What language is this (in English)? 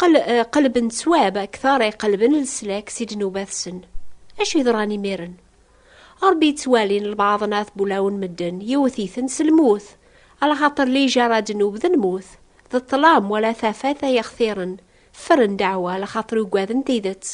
Kabyle